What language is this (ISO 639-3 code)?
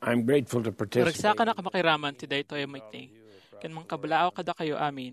ilo